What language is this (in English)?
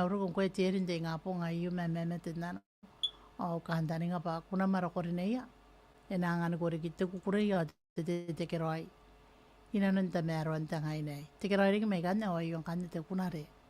Gilbertese